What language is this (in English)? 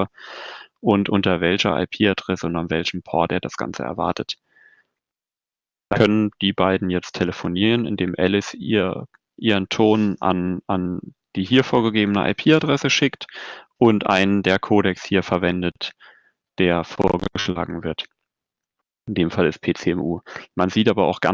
German